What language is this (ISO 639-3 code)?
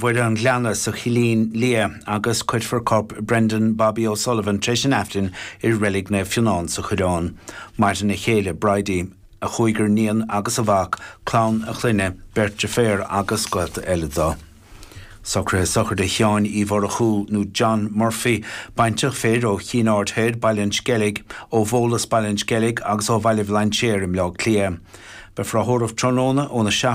gle